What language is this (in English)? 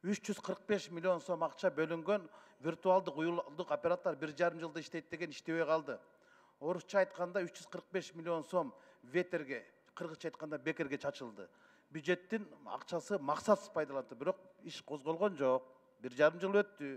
Kyrgyz